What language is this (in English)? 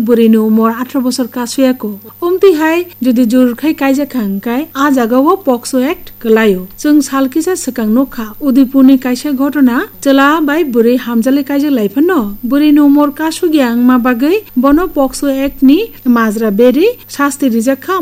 Kok Borok